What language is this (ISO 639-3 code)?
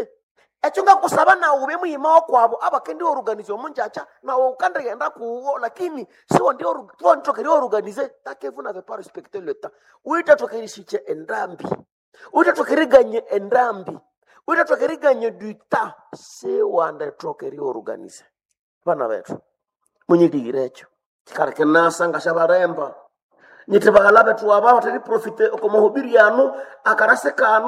nnb